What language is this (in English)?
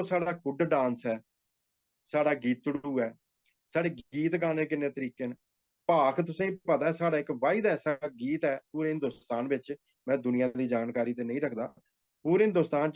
Dogri